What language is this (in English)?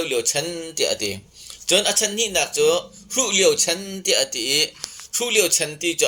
Hakha Chin